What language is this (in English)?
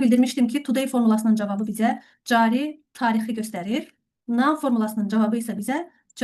Azerbaijani